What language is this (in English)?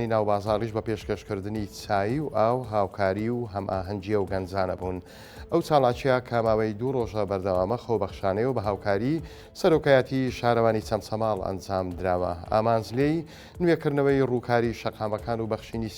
Central Kurdish